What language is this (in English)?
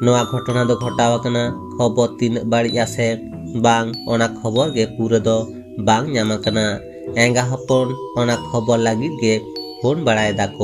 Santali